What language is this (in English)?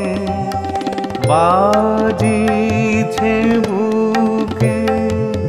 Bangla